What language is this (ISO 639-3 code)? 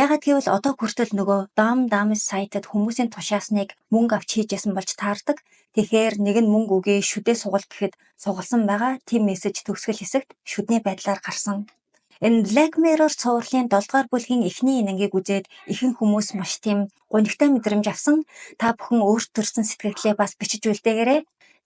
mon